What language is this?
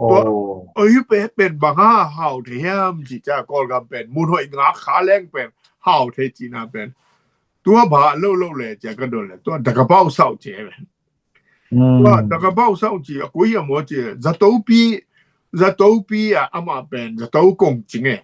Tedim Chin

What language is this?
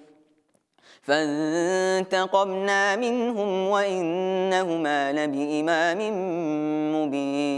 Arabic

